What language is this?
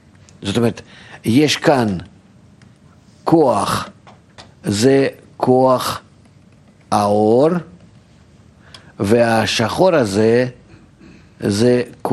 Hebrew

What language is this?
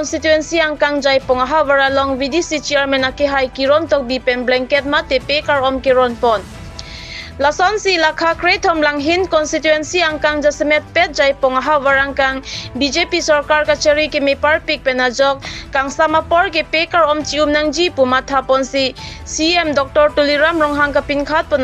Karbi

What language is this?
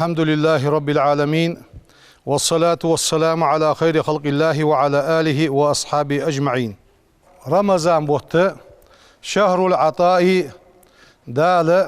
Ingush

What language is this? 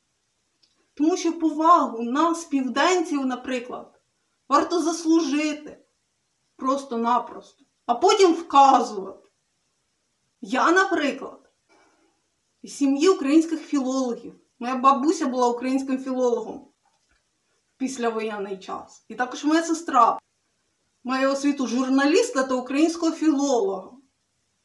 Ukrainian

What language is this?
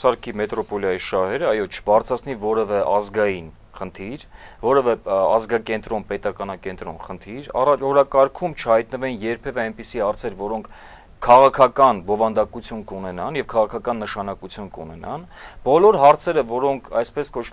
Armenian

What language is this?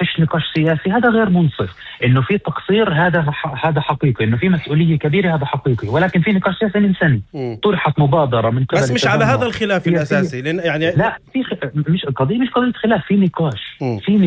North Levantine Arabic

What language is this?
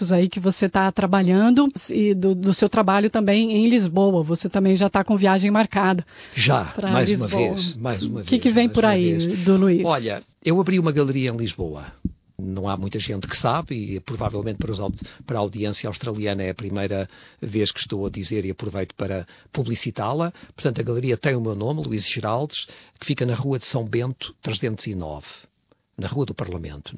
Portuguese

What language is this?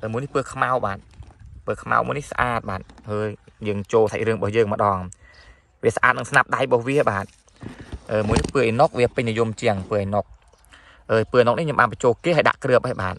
Khmer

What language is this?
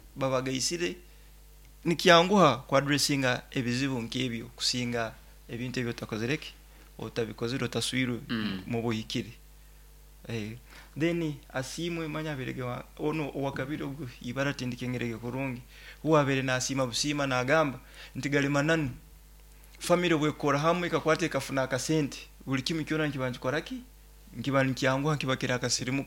Nyoro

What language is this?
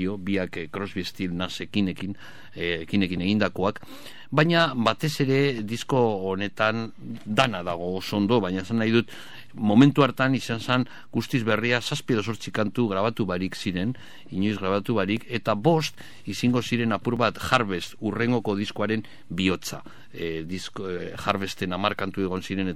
Basque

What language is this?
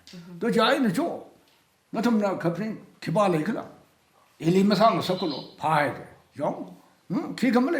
Tangkhul Naga (India)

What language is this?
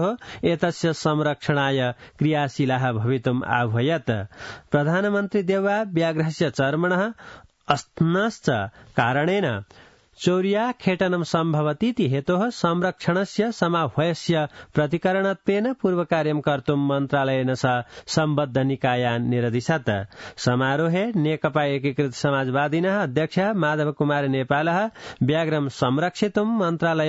Sanskrit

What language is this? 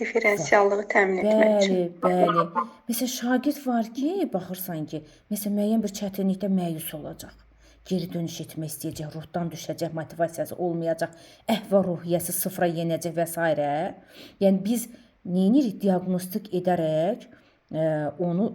Azerbaijani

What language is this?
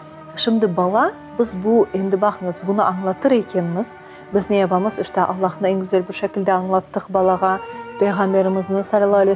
Crimean Tatar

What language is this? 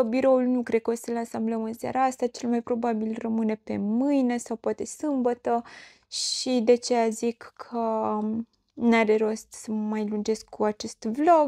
Romanian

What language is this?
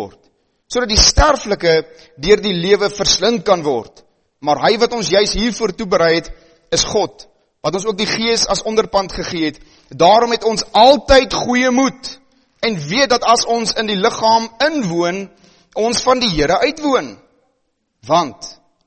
Afrikaans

